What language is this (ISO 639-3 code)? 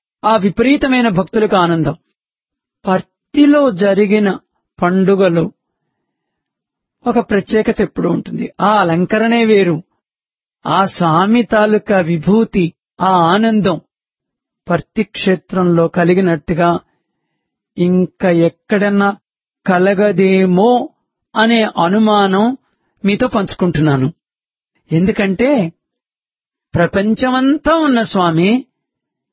tel